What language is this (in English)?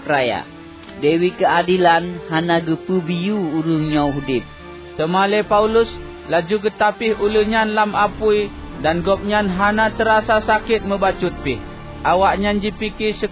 Achinese